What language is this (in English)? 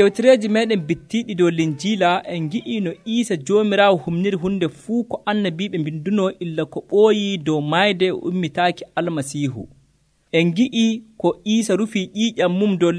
Nigerian Fulfulde